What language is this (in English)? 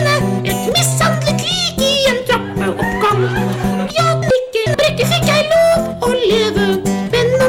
Norwegian